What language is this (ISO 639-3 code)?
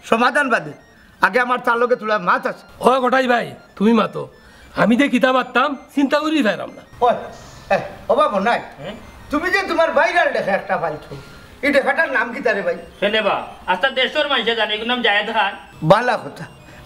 syl